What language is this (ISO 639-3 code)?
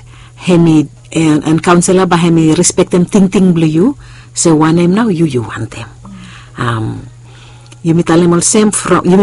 bis